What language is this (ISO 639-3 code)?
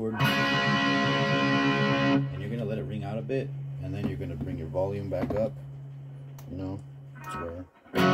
eng